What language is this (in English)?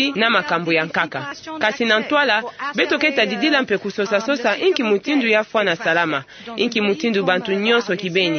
Kituba (Democratic Republic of Congo)